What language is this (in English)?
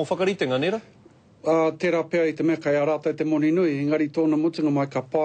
Māori